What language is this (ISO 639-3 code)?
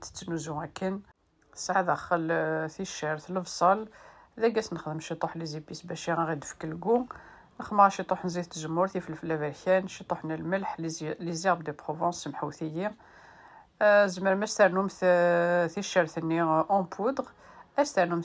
kab